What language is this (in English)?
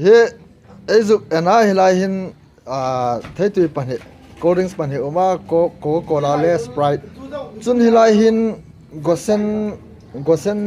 Hmar